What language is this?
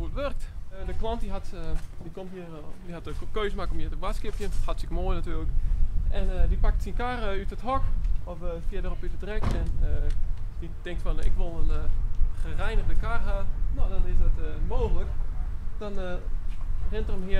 Western Frisian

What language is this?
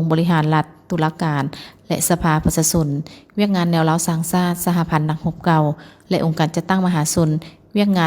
Lao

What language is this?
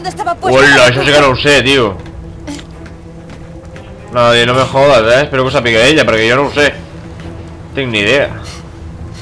Catalan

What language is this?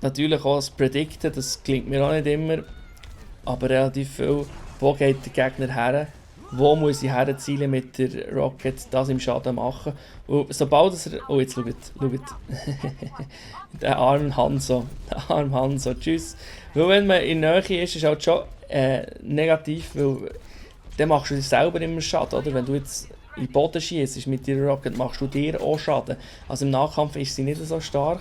Swiss German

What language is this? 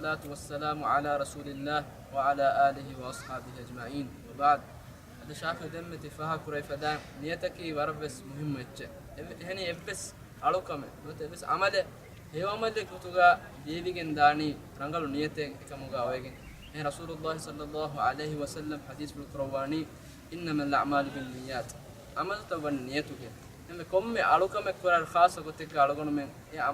Divehi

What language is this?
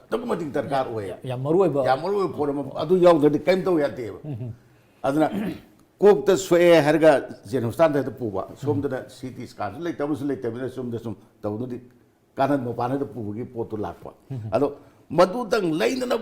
Manipuri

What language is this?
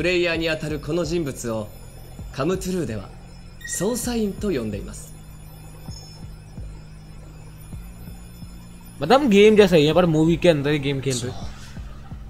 Japanese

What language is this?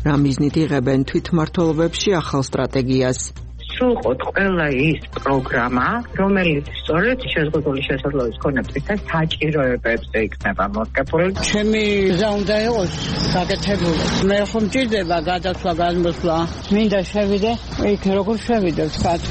Georgian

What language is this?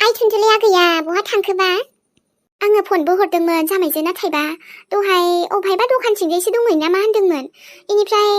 Bodo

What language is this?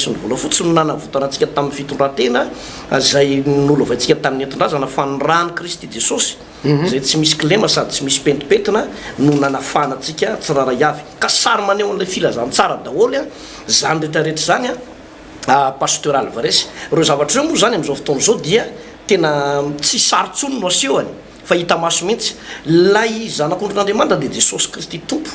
Malagasy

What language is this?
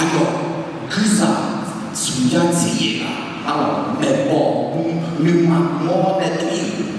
Akha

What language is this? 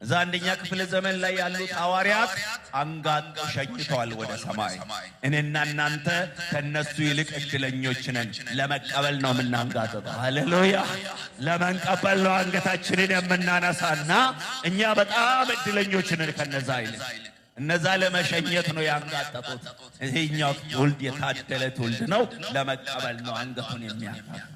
Amharic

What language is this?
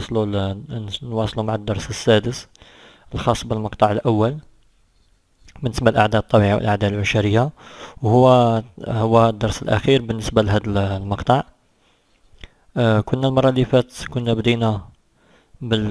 Algerian Arabic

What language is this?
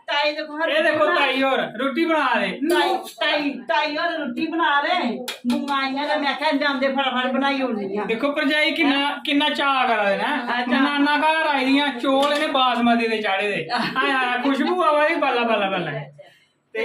Dogri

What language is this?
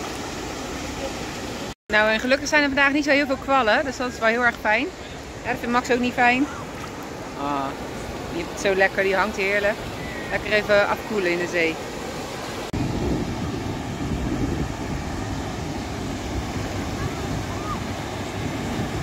Dutch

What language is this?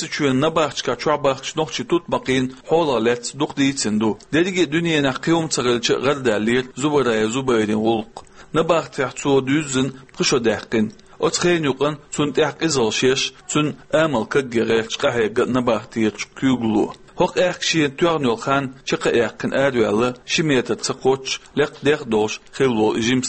Chechen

